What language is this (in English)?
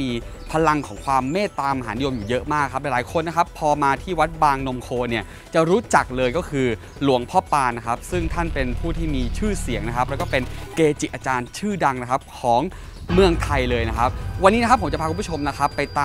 Thai